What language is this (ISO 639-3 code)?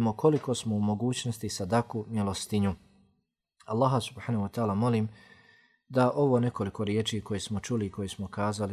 bos